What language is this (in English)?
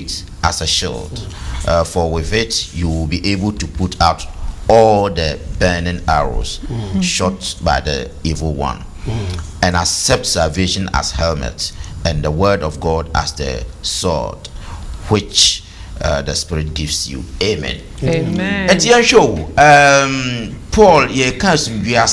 Akan